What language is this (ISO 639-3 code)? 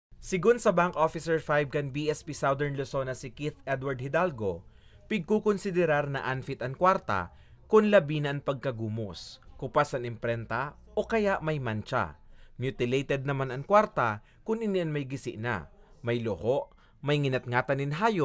bik